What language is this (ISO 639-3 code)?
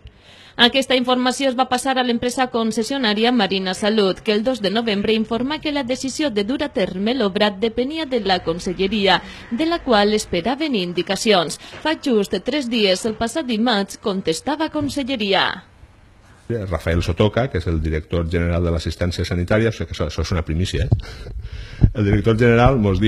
cat